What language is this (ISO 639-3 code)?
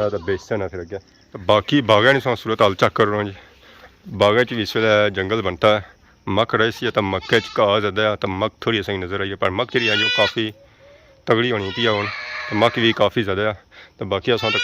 phr